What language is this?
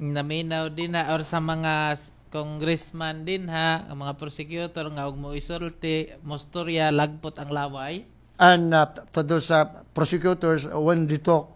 Cebuano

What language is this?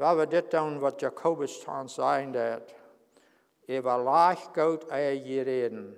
Plautdietsch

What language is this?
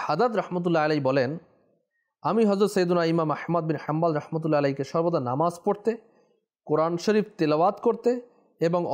Bangla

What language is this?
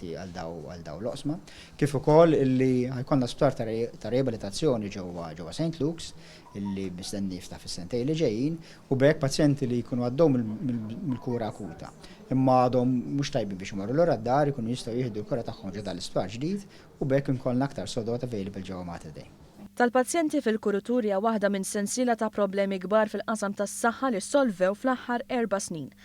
Maltese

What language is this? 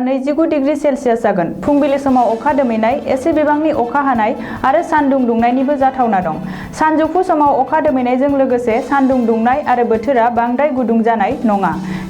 Bodo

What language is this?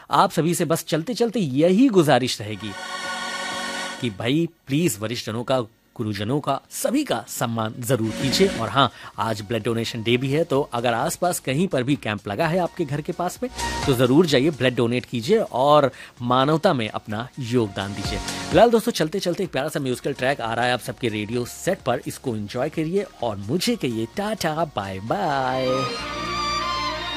Hindi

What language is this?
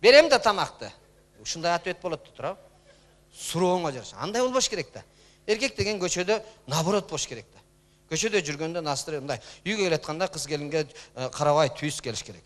Kyrgyz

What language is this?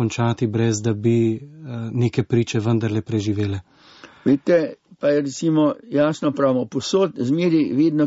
Slovenian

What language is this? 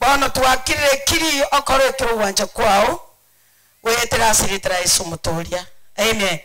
Gusii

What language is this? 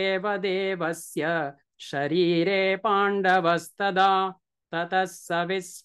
Sanskrit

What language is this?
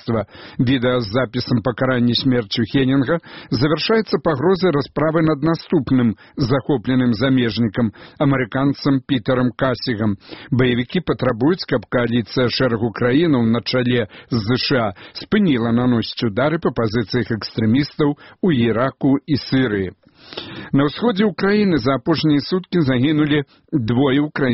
Belarusian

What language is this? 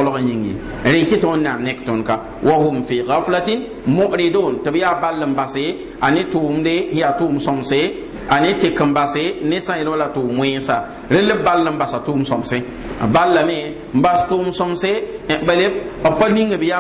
Mossi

